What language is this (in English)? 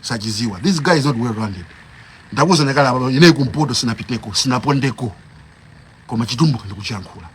Nyanja